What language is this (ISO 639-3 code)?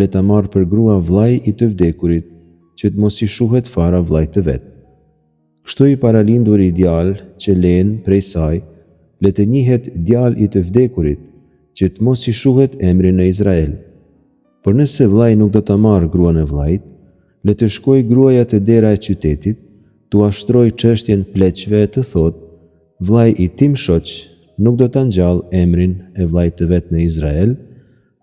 sqi